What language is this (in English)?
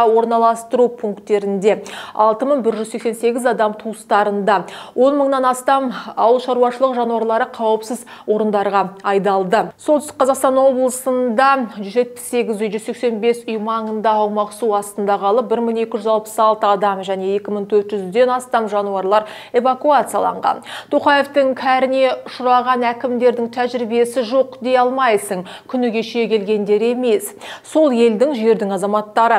Kazakh